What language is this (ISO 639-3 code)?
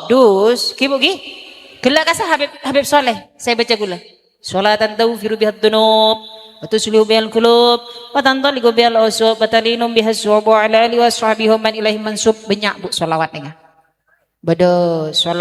mad